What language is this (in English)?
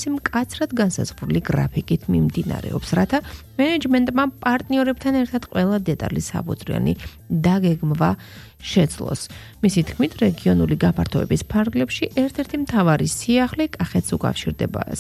Georgian